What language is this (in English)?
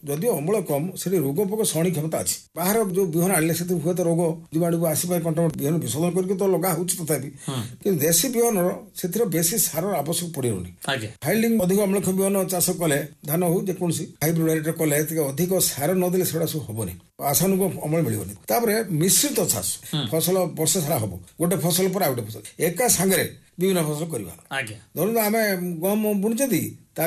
Odia